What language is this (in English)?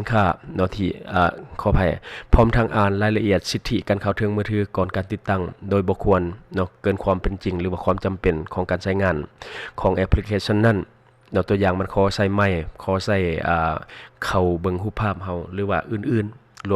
Lao